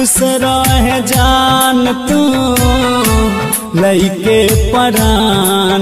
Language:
Bhojpuri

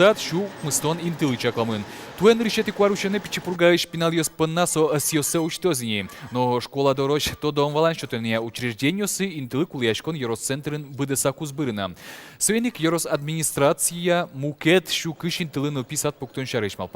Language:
Udmurt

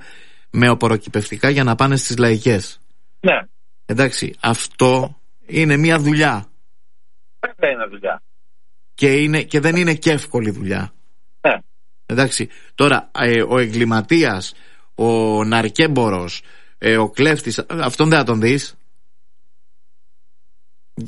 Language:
Greek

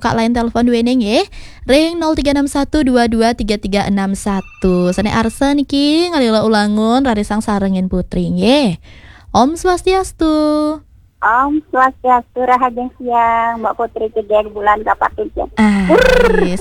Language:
Balinese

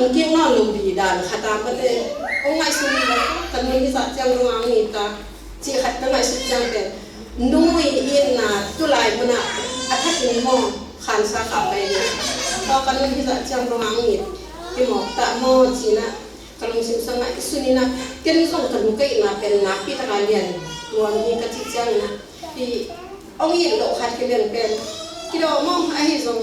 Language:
Tedim Chin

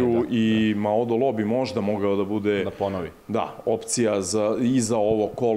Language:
Serbian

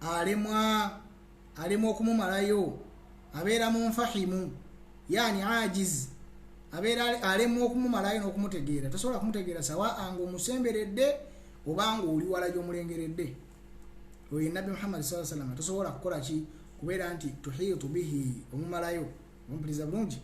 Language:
Ganda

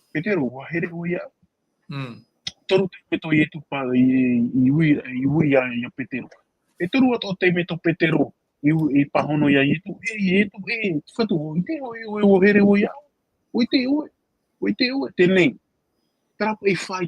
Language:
Tahitian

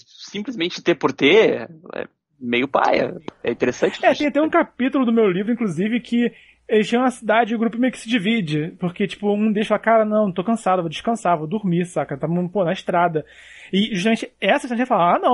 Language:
Portuguese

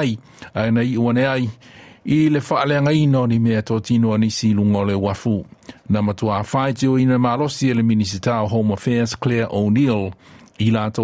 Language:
Samoan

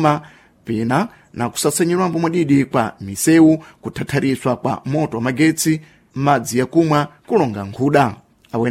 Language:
Sena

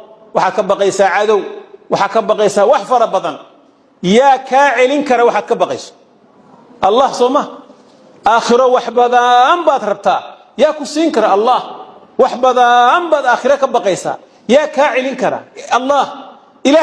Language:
Somali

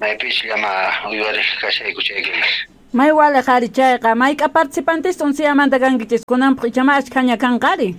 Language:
South Bolivian Quechua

